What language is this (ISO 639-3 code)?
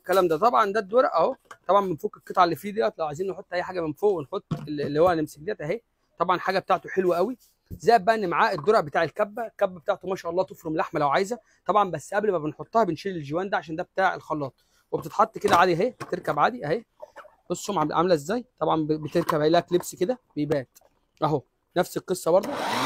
arz